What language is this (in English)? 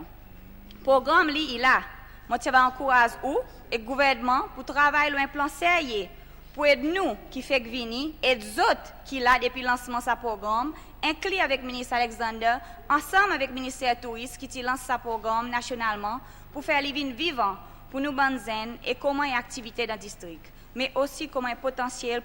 Seselwa Creole French